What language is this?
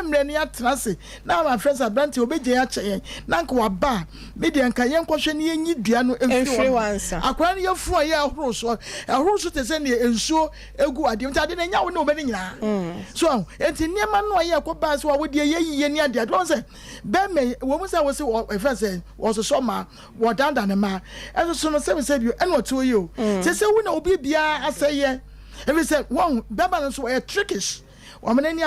Akan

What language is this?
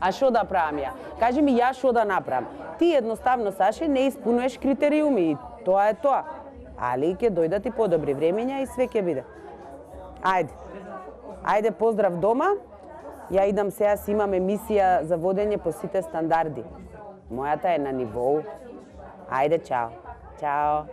Macedonian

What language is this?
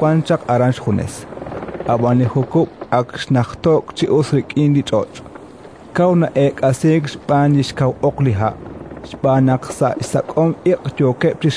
Kekchí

